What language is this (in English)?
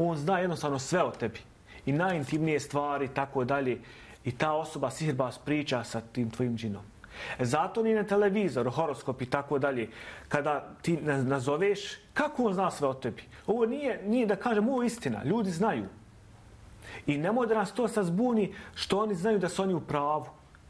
Bosnian